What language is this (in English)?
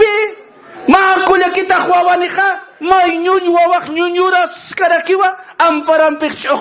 Aymara